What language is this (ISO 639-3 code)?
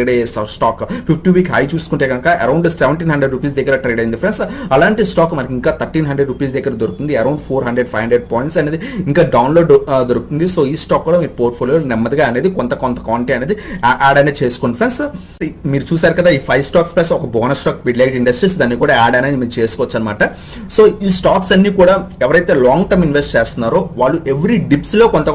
tel